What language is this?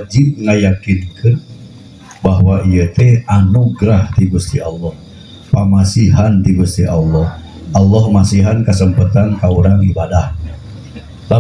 Sundanese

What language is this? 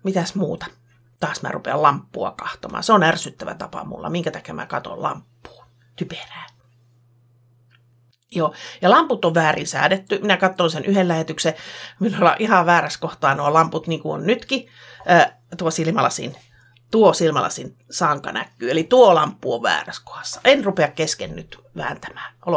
Finnish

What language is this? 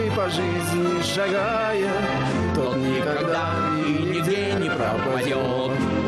Russian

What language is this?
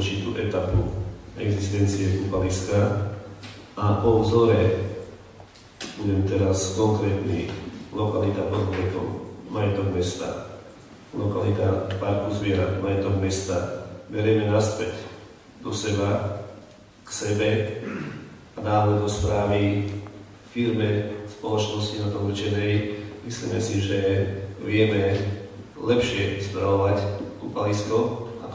Slovak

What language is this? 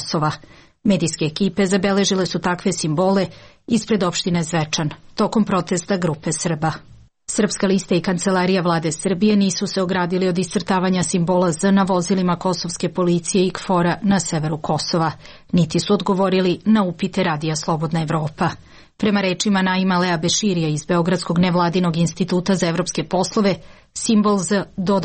Serbian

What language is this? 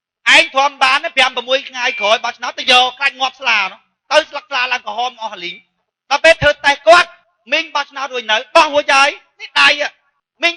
Khmer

